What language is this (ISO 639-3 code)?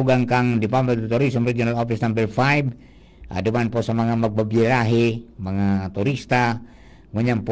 bik